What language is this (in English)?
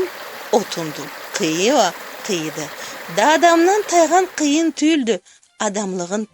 Karachay-Balkar